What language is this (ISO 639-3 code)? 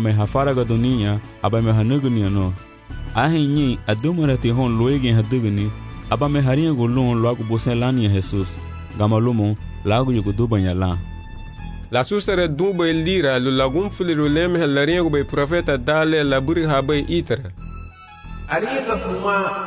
cab